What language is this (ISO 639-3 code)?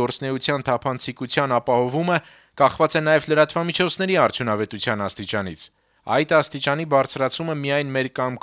hye